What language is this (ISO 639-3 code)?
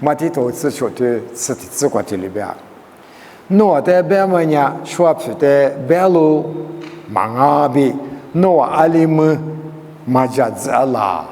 lis